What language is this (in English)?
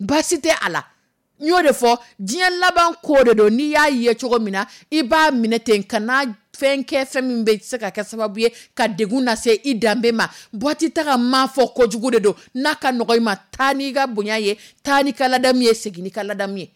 Dyula